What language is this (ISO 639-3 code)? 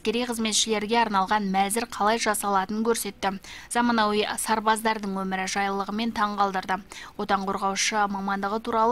kaz